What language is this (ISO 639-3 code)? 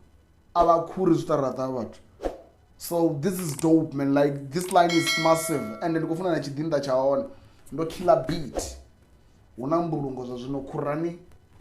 ven